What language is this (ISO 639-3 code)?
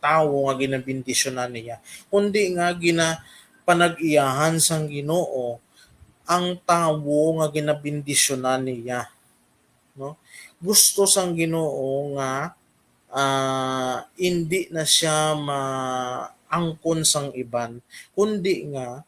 hil